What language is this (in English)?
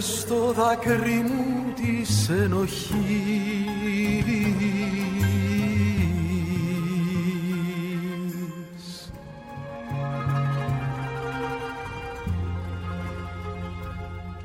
Greek